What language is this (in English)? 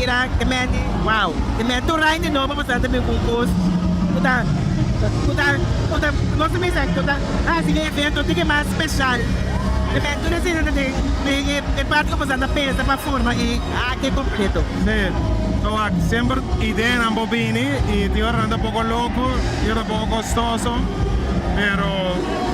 Papiamento